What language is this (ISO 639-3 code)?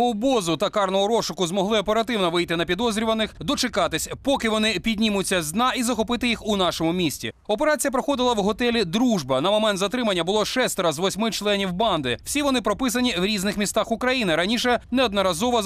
ukr